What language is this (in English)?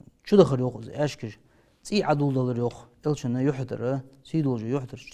Ingush